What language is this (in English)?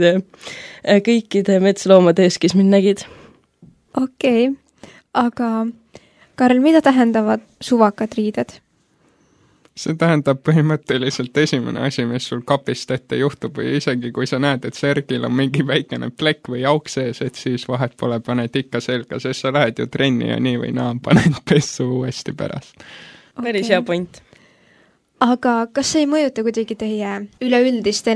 Estonian